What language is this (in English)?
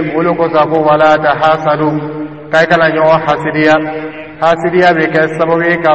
Dyula